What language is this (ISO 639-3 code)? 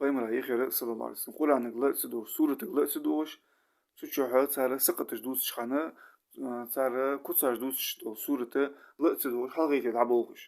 inh